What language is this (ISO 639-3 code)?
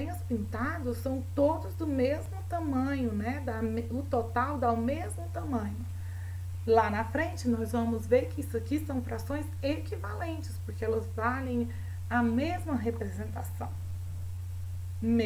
por